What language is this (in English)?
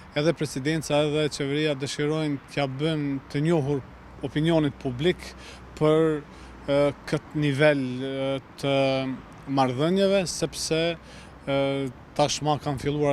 Albanian